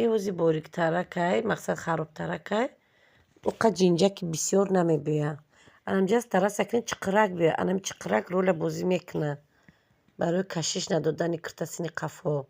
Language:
Tajik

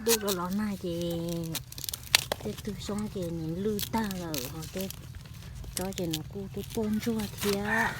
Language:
Hmong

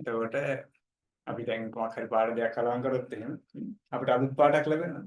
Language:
Sinhala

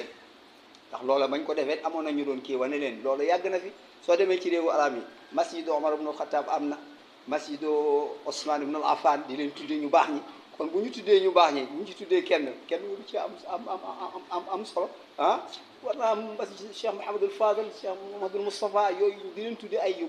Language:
Wolof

